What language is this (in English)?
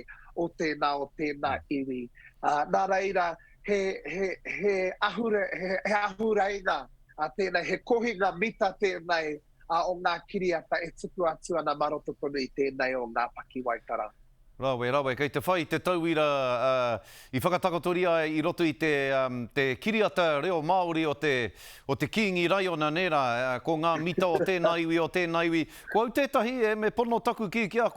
Māori